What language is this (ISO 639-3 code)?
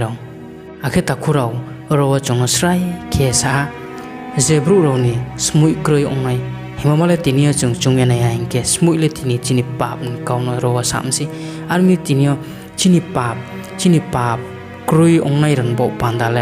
ria